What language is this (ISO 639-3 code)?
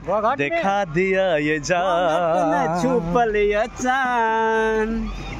mai